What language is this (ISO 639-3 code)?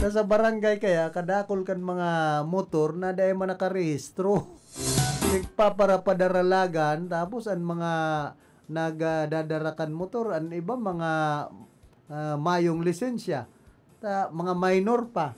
bik